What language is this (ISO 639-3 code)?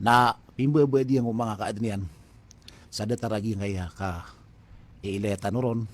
mrw